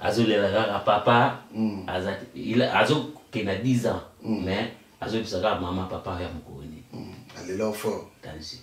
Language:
Lingala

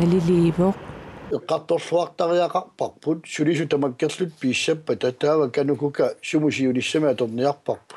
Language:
Kalaallisut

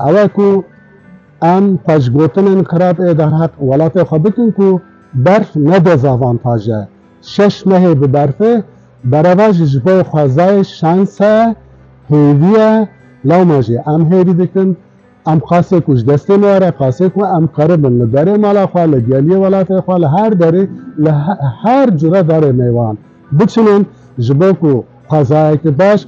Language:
Kurdish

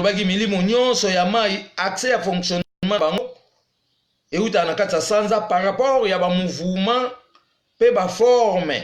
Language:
Lingala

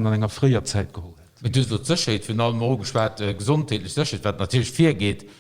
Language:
Luxembourgish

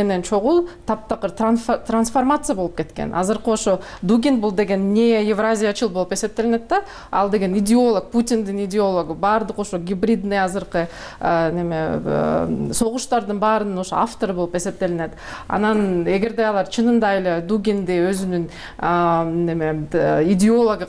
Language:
Kyrgyz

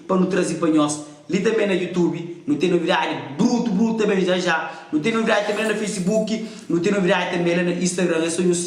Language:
Kabuverdianu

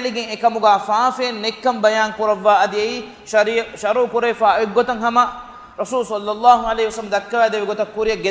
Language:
Divehi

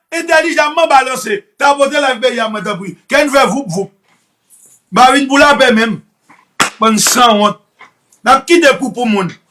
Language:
Haitian Creole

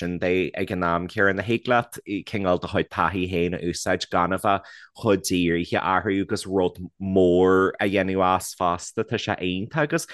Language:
Irish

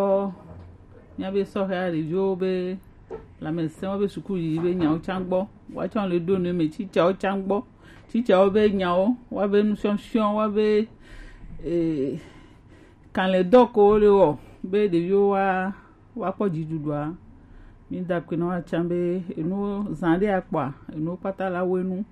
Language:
Gen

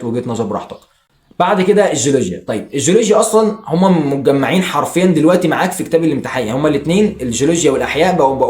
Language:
Egyptian Arabic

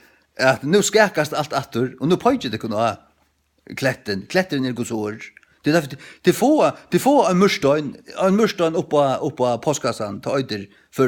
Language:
Faroese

